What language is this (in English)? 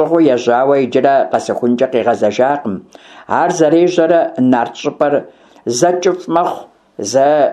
Kabardian